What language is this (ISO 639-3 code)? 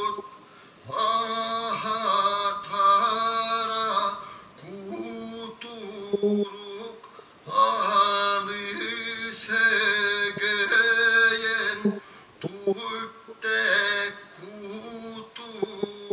sah